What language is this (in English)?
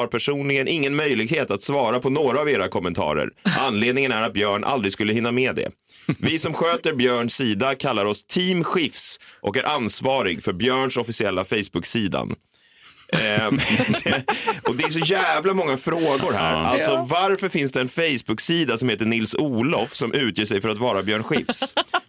Swedish